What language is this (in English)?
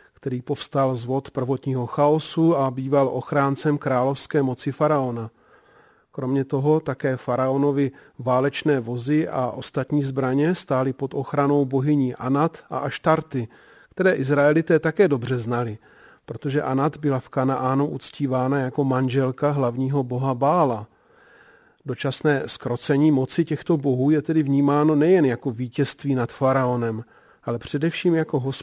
Czech